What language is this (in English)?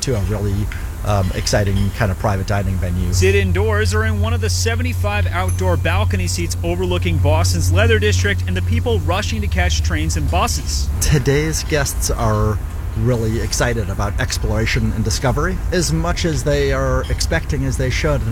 English